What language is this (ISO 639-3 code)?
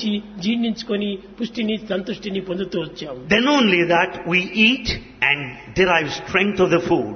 tel